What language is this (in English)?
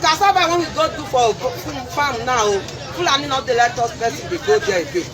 Nigerian Pidgin